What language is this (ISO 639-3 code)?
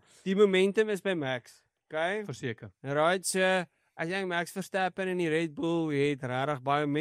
afr